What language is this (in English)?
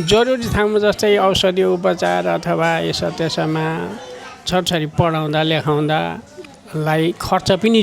Nepali